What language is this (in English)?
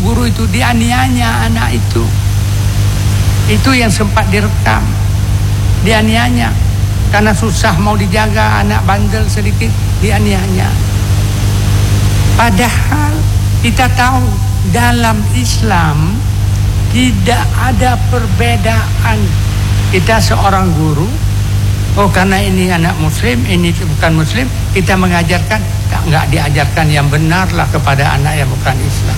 Indonesian